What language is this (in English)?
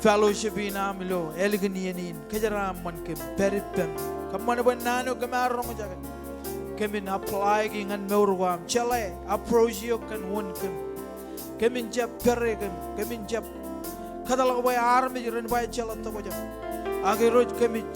Marshallese